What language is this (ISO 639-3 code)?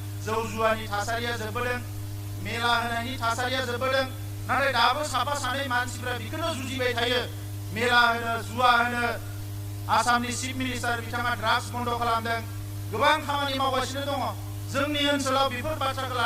brx